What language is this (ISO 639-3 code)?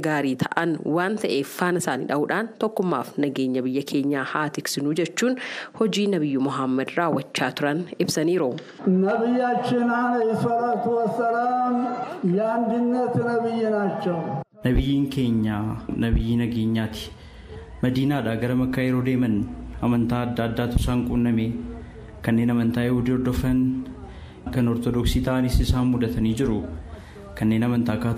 orm